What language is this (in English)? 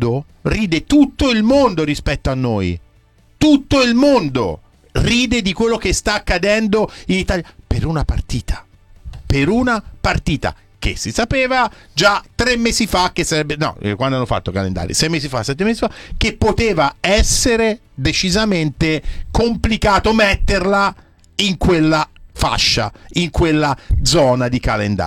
Italian